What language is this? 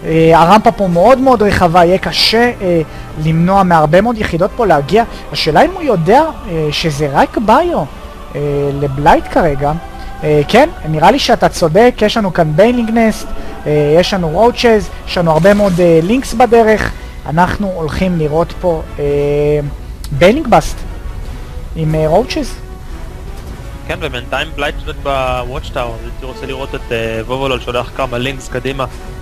Hebrew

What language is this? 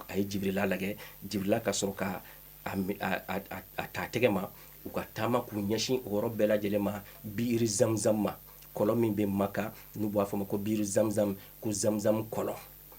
Bambara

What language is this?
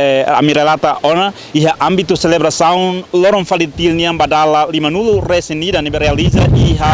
Tetum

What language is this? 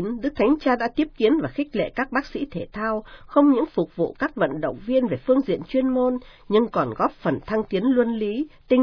Vietnamese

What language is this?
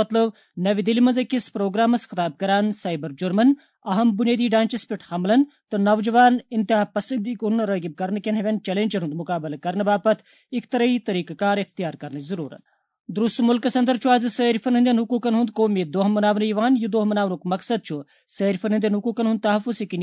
Kashmiri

